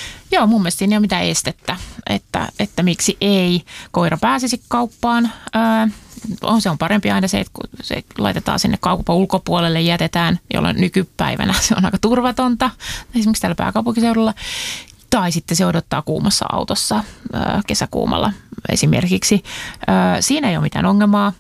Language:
Finnish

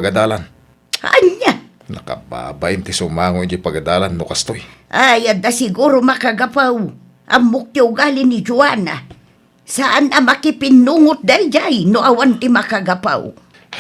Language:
Iloko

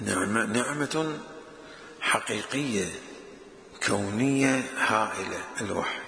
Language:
Mesopotamian Arabic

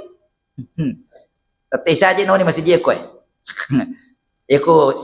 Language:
Buginese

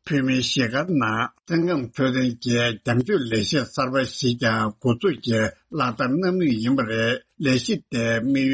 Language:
Tibetan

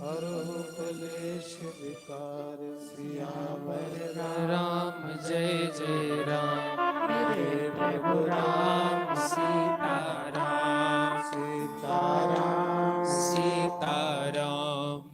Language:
Dogri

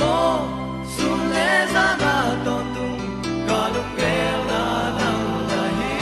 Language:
Paite Chin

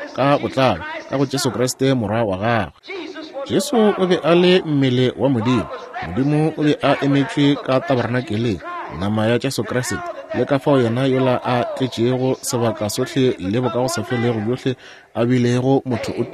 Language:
Northern Sotho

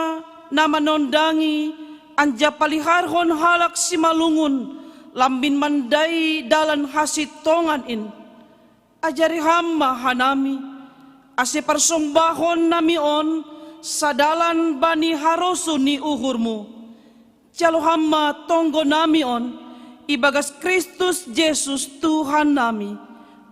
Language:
Batak Simalungun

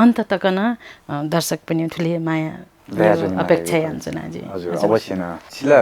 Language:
Newari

